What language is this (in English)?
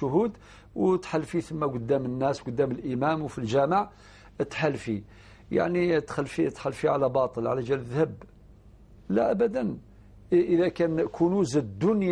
Algerian Arabic